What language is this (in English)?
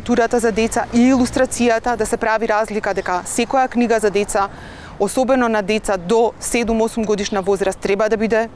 Macedonian